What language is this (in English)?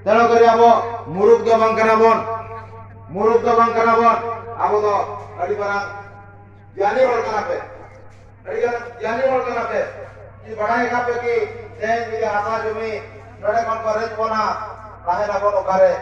Santali